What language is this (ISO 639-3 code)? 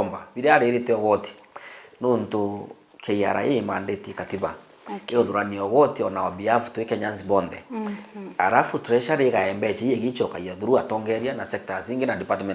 mer